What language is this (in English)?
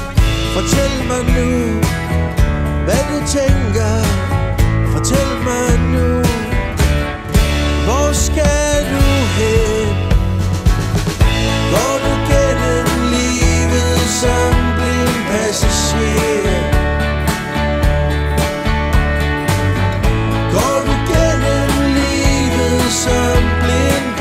Danish